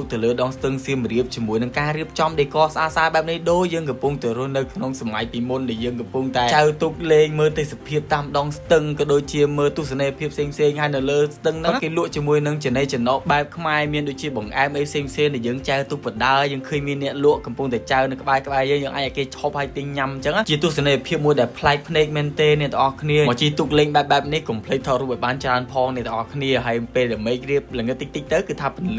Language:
Khmer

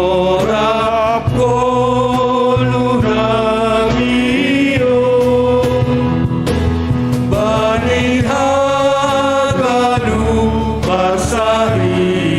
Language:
Batak Simalungun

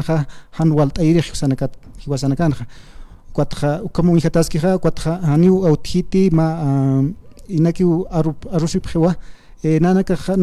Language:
Aymara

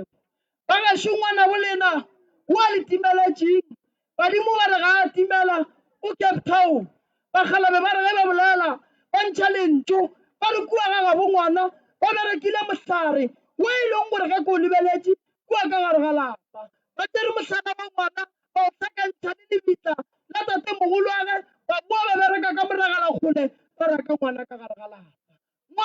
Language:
Northern Sotho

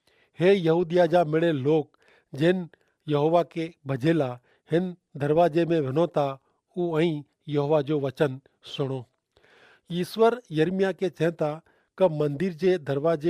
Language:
Kachhi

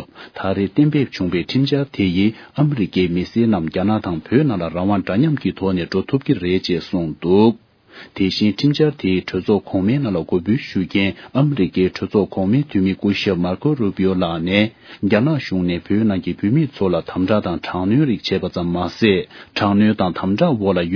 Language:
Tibetan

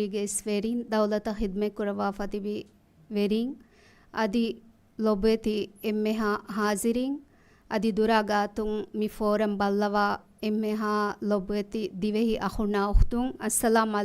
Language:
Divehi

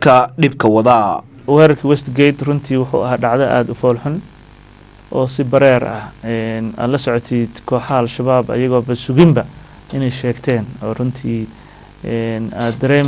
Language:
Somali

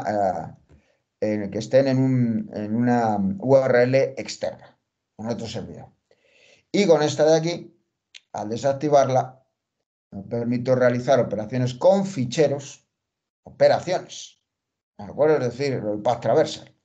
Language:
Spanish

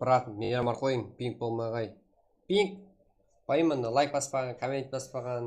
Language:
Kara-Kalpak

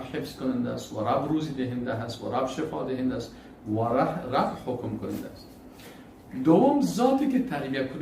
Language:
Persian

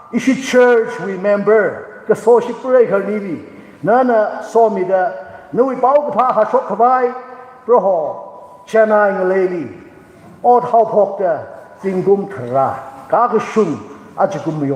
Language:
Tangkhul Naga (India)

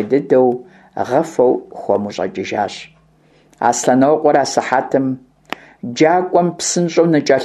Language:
Kabardian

